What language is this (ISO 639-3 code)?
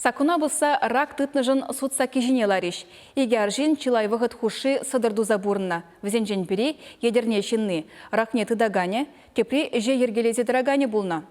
chv